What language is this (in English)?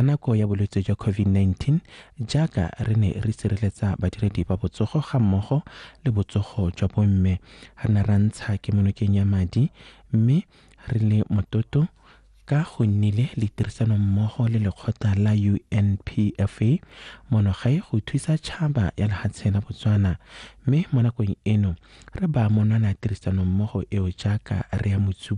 Tswana